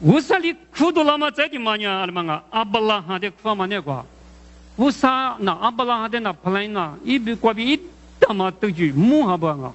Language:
Lisu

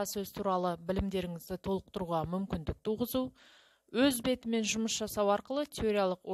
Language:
Kazakh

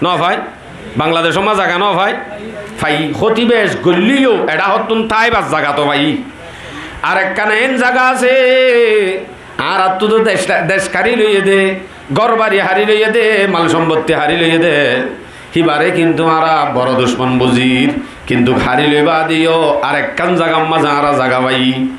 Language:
Rohingya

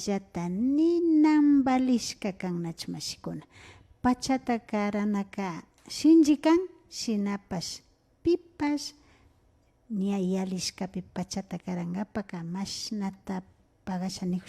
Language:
Imbabura Highland Quichua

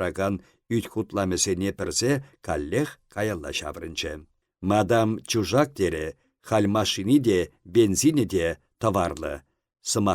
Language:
Chuvash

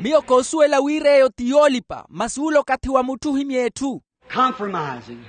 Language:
Makhuwa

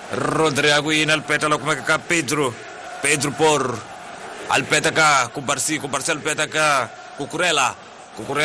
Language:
Tsonga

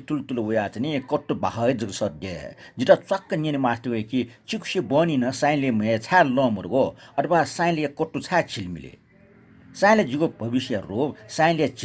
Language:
Newari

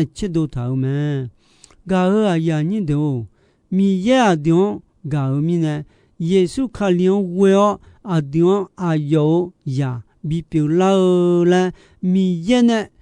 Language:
Akha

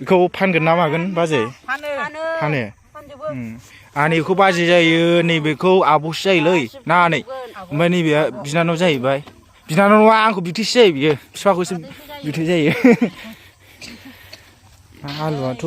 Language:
Bodo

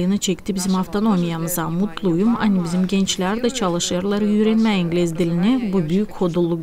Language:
Gagauz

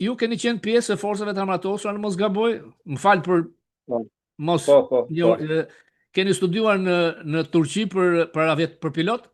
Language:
Albanian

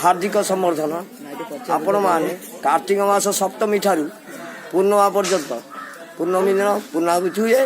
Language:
Odia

